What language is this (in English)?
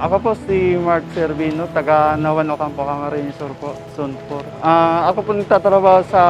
Bikol